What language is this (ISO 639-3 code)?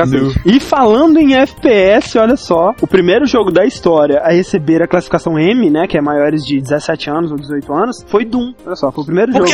por